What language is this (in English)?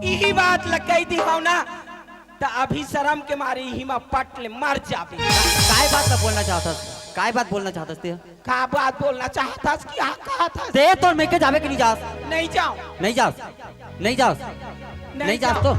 Chhattisgarhi